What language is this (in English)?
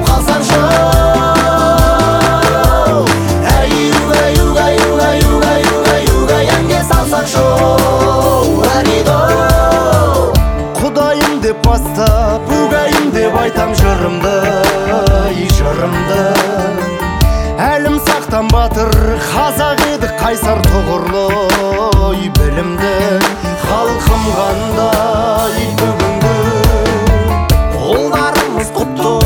Kazakh